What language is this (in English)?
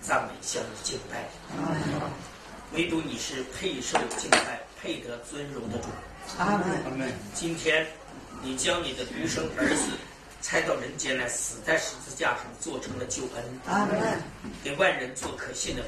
Chinese